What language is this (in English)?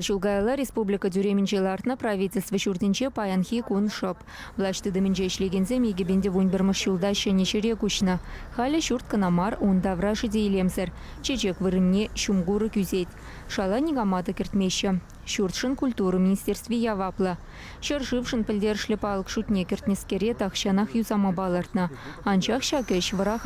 Chuvash